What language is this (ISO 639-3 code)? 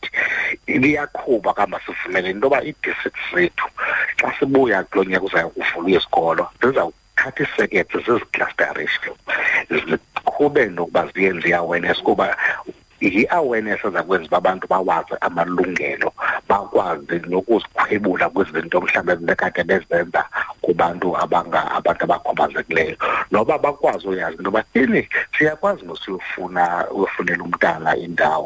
xho